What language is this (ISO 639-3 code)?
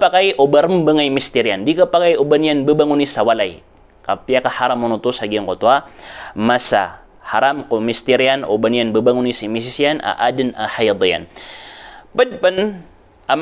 mrw